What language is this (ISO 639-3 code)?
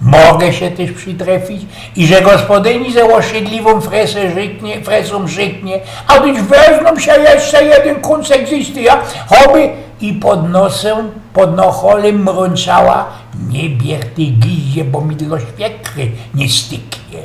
szl